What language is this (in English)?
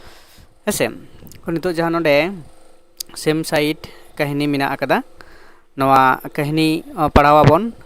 Santali